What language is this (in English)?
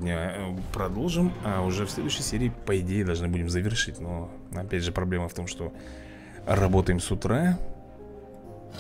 Russian